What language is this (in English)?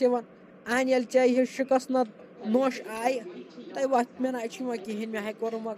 Kashmiri